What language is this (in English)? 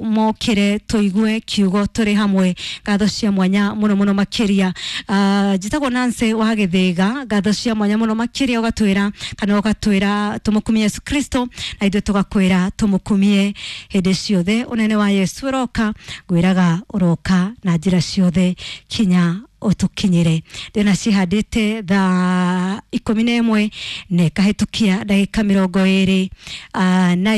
Kikuyu